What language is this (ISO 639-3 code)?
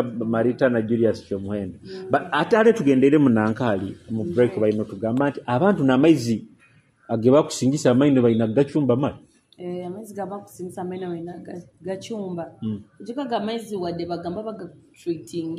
nyo